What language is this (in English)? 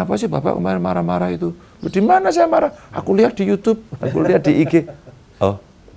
Indonesian